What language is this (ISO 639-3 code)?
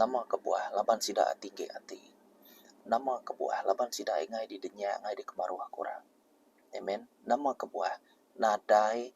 iba